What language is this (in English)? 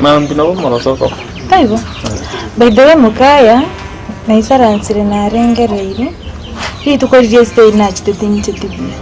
Gusii